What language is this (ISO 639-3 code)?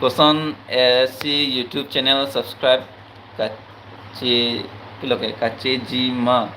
mjw